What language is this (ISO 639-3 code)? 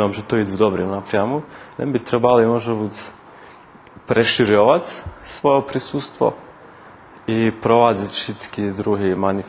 rue